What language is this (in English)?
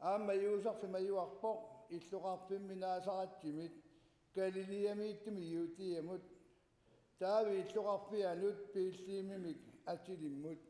Kalaallisut